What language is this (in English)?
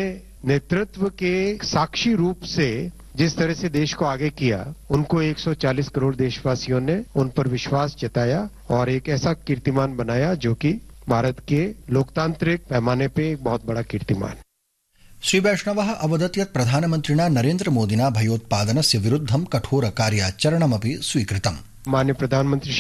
Malayalam